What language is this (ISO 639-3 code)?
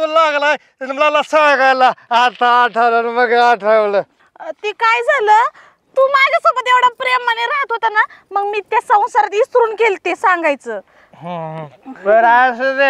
mar